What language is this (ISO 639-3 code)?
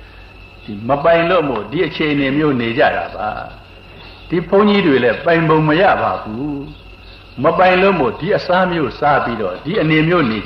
mya